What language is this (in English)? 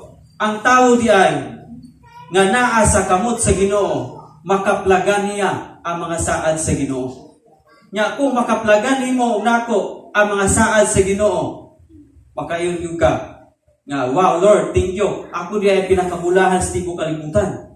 Cebuano